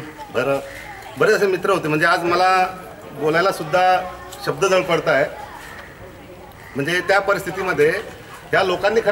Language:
Marathi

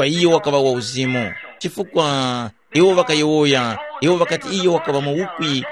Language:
Tumbuka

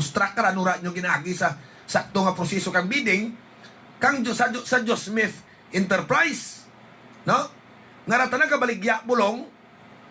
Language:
Hiligaynon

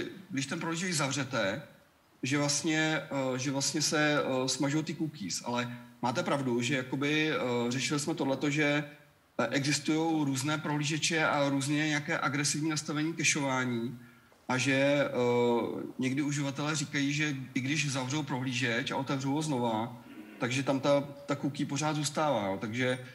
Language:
Czech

